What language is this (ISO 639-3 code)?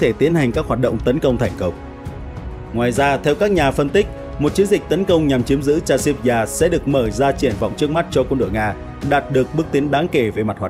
vie